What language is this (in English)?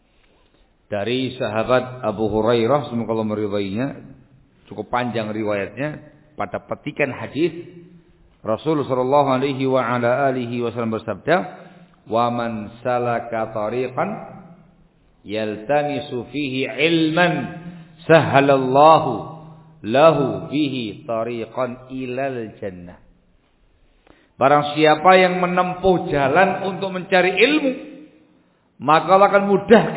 Indonesian